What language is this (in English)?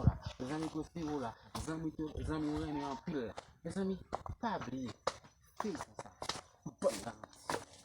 Haitian Creole